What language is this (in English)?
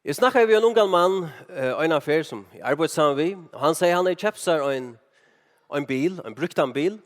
Faroese